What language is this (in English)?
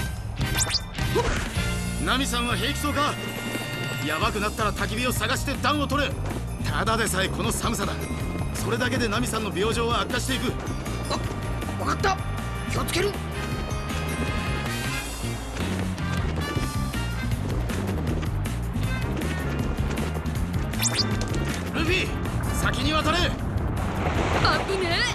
Japanese